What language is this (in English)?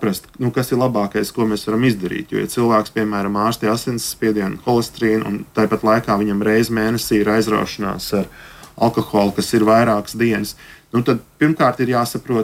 Latvian